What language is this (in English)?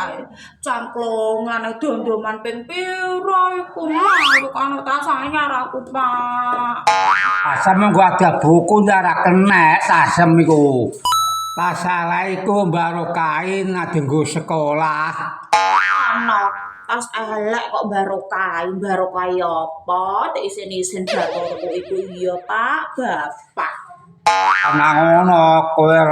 Javanese